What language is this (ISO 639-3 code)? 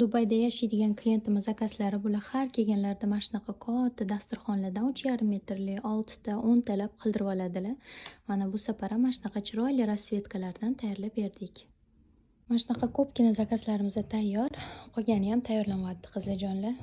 uzb